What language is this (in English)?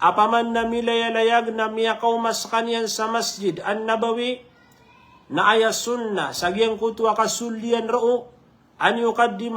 Maranao